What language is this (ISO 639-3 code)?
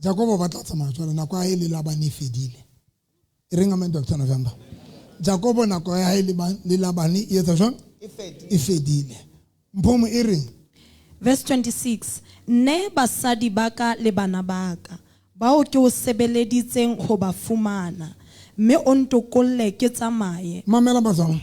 sot